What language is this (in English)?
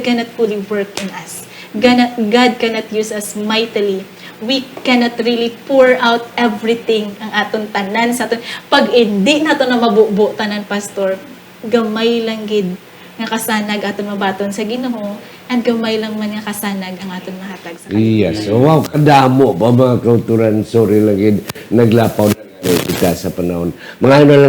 Hiligaynon